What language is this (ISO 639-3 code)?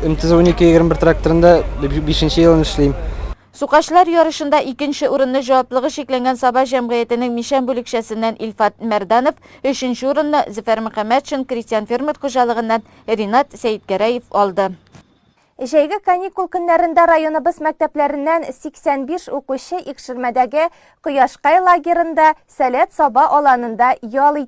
tat